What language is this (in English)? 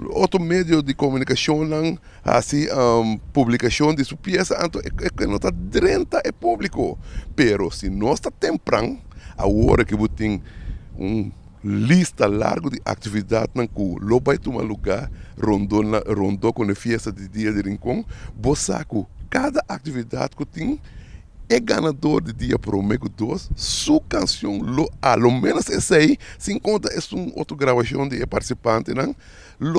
Papiamento